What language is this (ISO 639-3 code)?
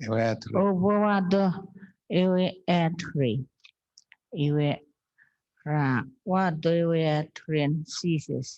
chk